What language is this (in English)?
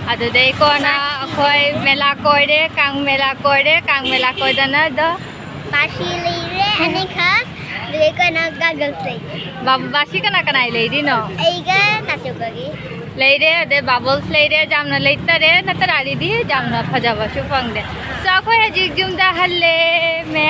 Manipuri